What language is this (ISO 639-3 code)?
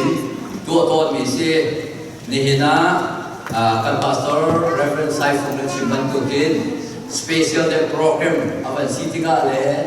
cfm